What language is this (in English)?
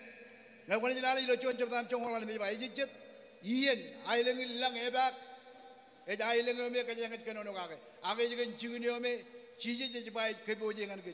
Marshallese